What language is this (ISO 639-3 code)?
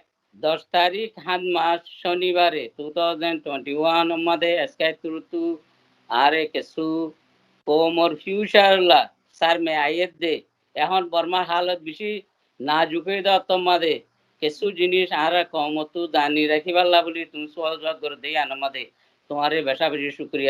rhg